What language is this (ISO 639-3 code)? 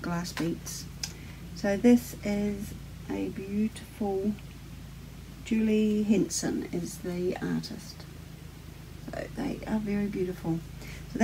eng